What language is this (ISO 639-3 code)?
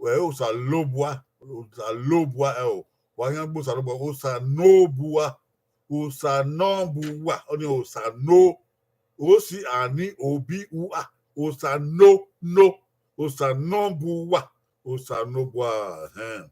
bin